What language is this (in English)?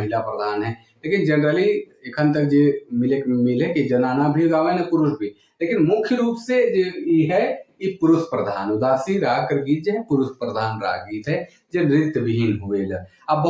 Sadri